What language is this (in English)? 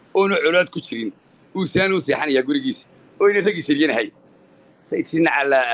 Somali